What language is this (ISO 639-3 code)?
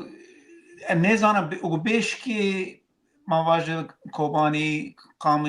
zza